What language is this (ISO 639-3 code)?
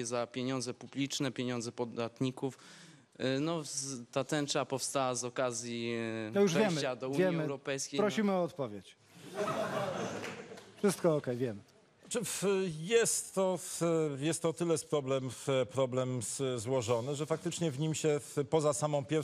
pol